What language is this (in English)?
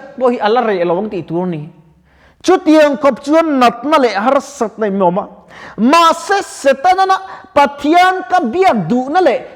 Mizo